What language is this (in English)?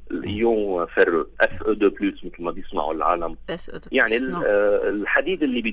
North Levantine Arabic